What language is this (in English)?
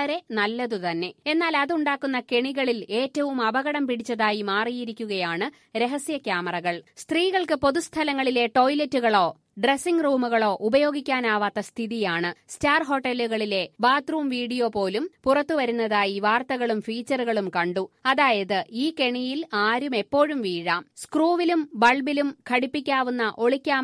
Malayalam